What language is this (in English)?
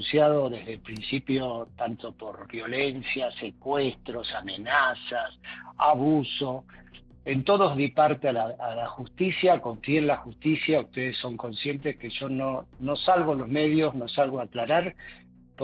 Spanish